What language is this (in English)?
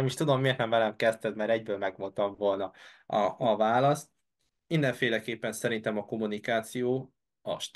Hungarian